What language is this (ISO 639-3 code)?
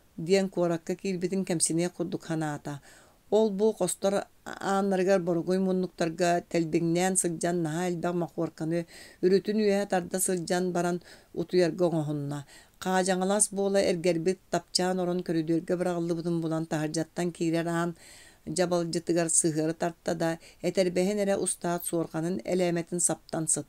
sah